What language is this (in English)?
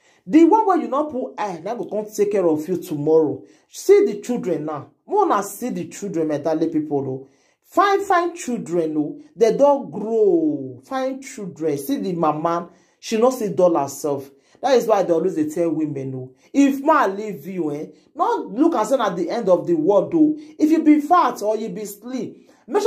Nigerian Pidgin